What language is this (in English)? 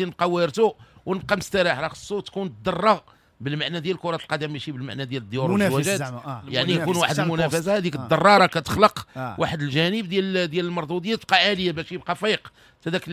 Moroccan Arabic